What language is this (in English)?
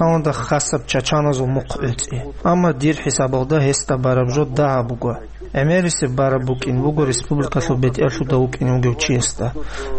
Avaric